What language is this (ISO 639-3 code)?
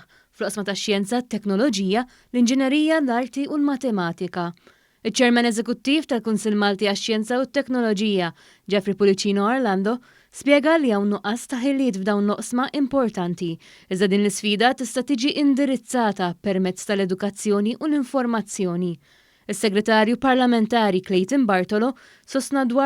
mlt